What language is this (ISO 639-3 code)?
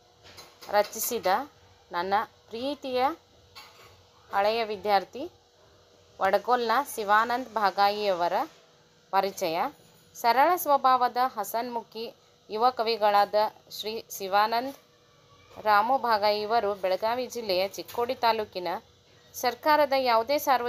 kan